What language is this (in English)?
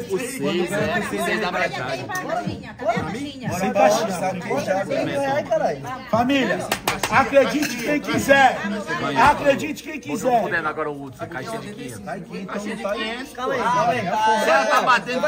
Portuguese